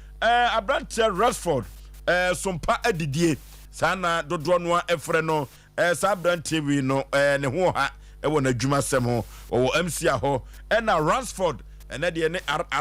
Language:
Akan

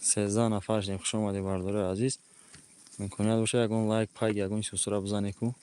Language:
Tajik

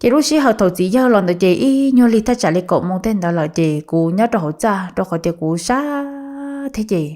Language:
Hmong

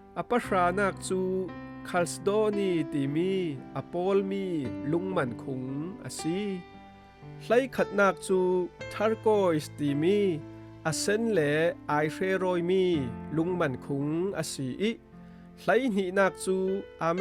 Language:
Falam Chin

